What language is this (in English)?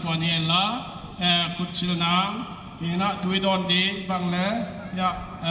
Paite Chin